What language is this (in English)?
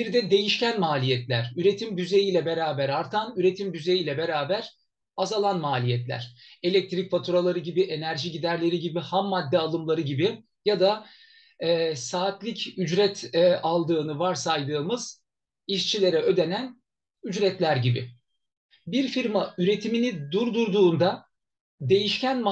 Turkish